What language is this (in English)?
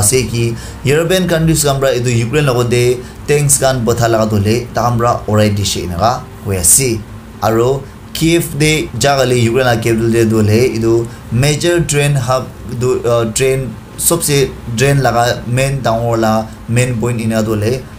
Naga Pidgin